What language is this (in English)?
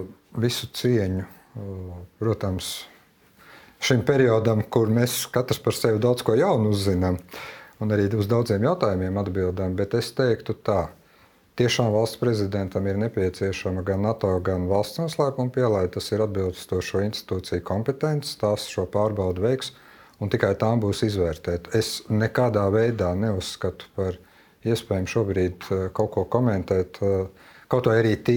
Latvian